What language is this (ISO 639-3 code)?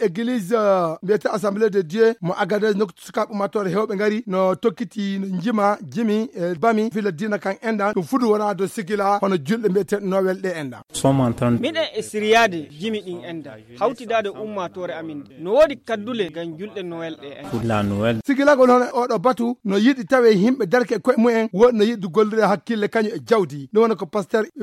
ful